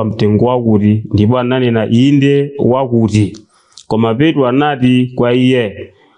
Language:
Nyanja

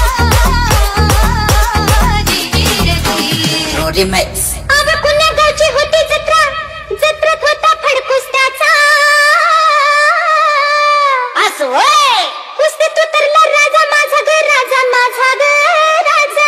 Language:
Marathi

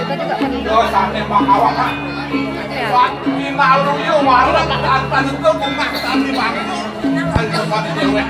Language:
Balinese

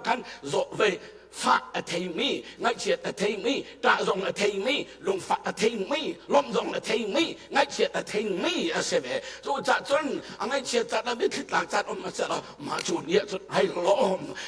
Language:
Hakha Chin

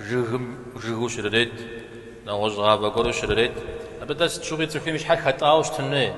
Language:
Kabardian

